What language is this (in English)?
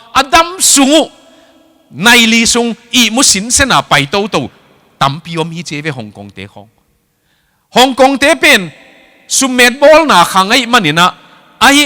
Tedim Chin